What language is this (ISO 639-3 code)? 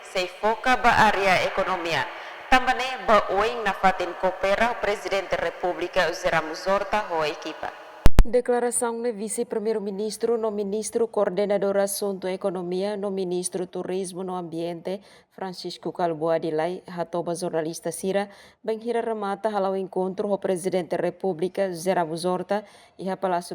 tet